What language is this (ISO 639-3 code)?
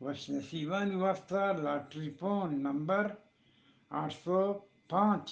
bgp